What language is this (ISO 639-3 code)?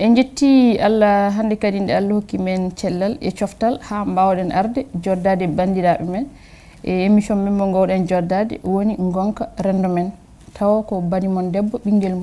ful